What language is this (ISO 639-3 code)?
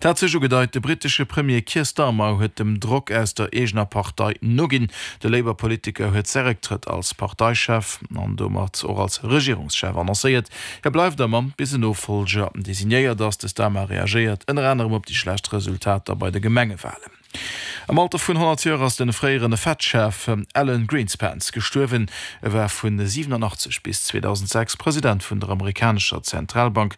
ltz